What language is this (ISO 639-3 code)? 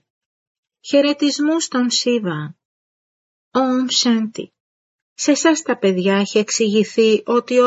ell